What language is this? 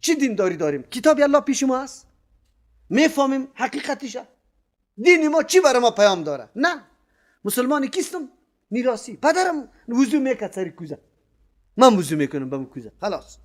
Persian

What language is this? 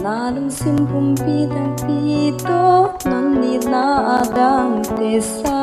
Paite Chin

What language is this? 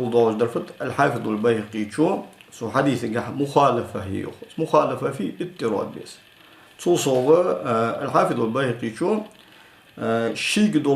Ingush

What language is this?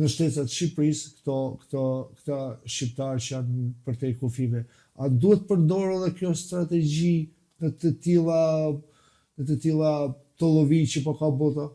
Albanian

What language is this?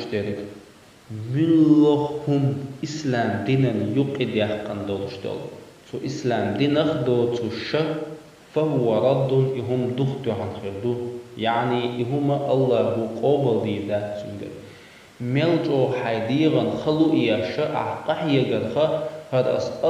Chechen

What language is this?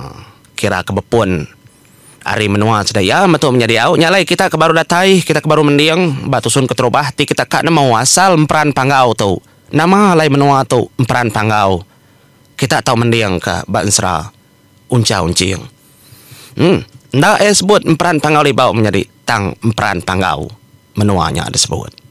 Iban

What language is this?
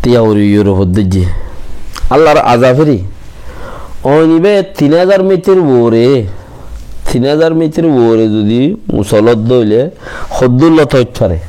Rohingya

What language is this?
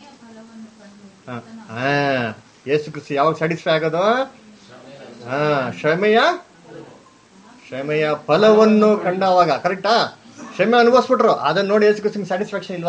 Kannada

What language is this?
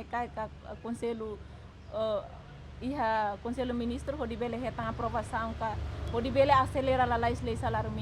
Tetum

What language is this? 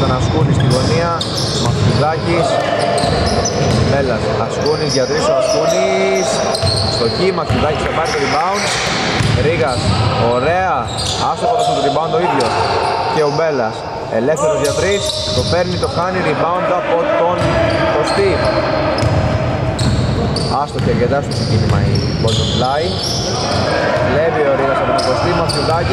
Greek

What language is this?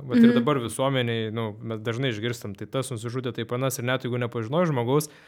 Lithuanian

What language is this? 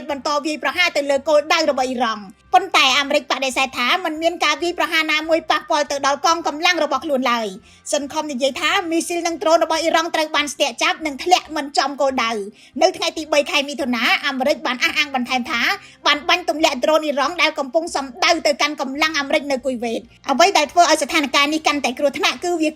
Khmer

